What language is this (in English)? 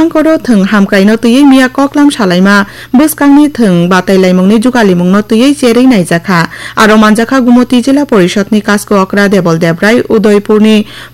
Kok Borok